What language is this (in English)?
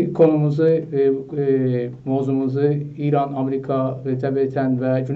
South Azerbaijani